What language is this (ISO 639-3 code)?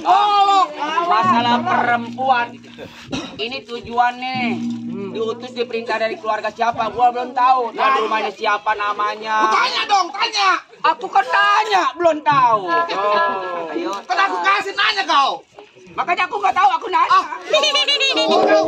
bew